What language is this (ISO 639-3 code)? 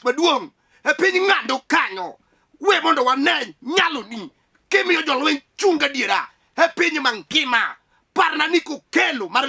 luo